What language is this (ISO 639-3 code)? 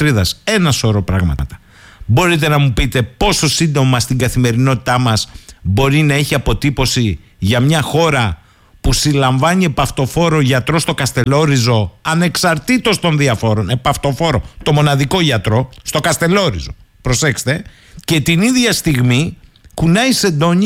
ell